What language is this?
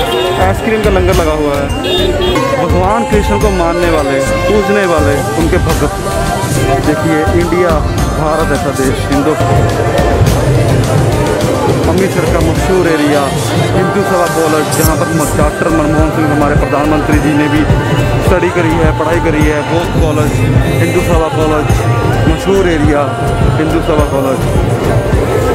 Hindi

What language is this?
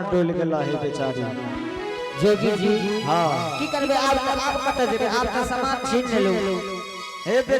Angika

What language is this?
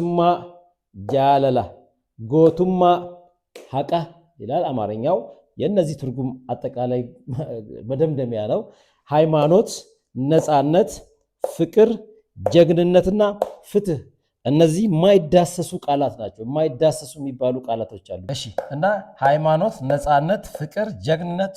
Amharic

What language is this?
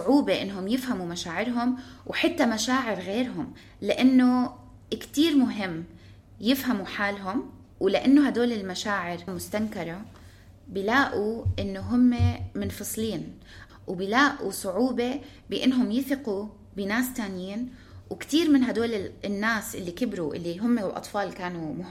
North Levantine Arabic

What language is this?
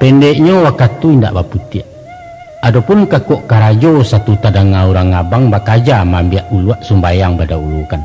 Minangkabau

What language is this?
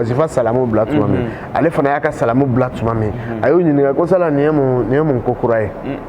Bambara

